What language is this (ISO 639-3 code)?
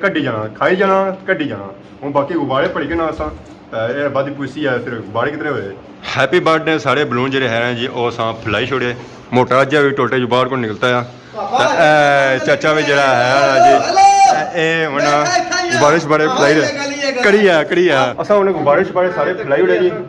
phr